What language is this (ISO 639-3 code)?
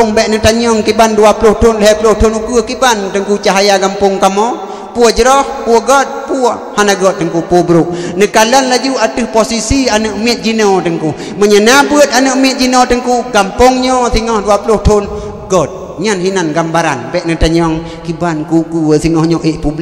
ace